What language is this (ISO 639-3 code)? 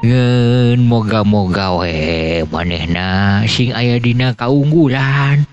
sun